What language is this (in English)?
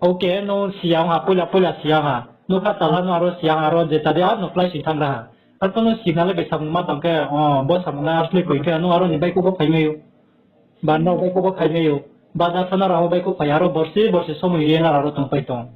Riang (India)